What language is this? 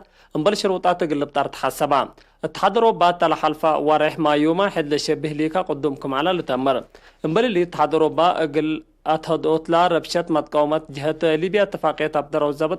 Tigre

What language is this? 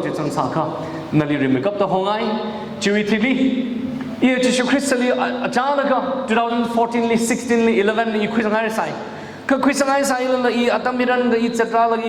Tangkhul Naga (India)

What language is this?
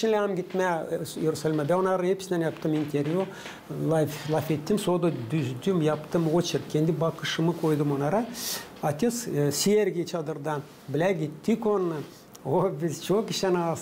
Gagauz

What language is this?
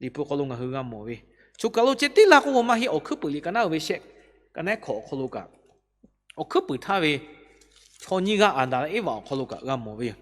Lahu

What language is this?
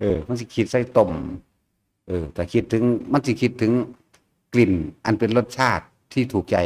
Northeastern Thai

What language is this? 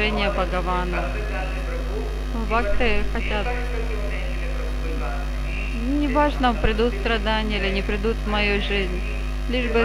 Russian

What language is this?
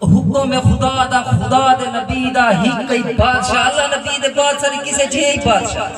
Saraiki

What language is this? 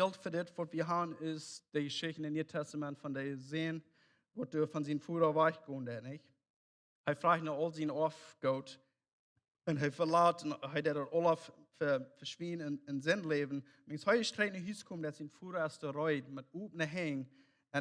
Plautdietsch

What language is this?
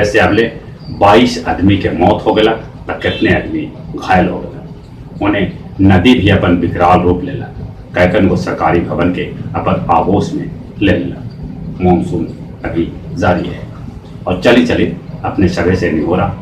Magahi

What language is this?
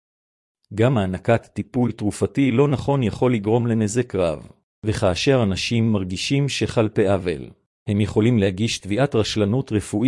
Hebrew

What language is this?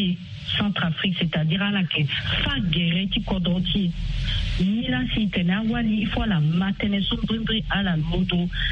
Sango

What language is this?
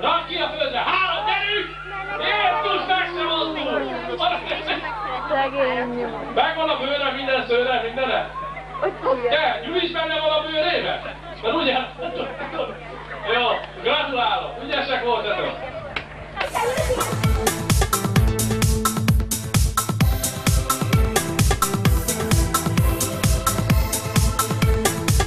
Hungarian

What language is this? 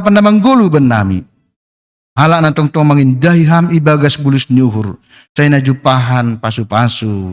Batak Simalungun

